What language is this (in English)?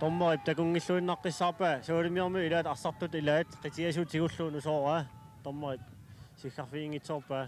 Kalaallisut